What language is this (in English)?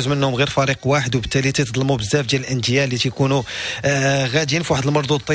Moroccan Arabic